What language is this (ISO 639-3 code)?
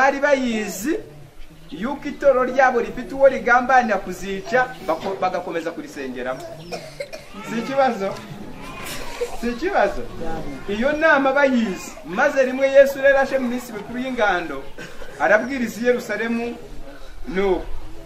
kin